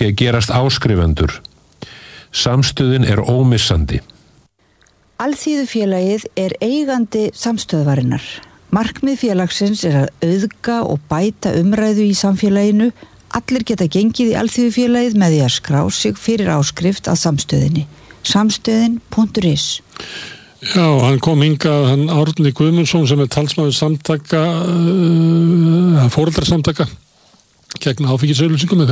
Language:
Icelandic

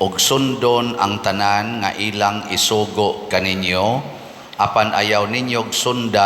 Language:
Cebuano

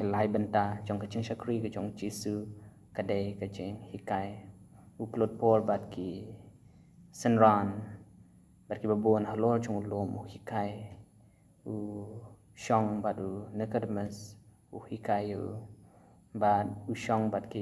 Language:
Khasi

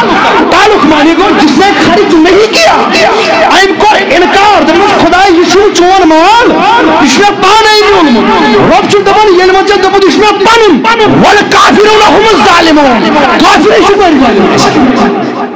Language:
Kashmiri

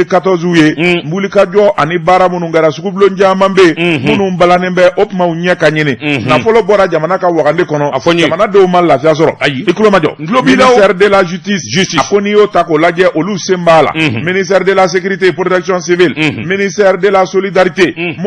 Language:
Bambara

